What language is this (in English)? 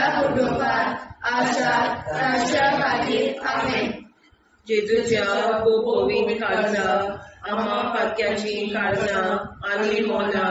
Konkani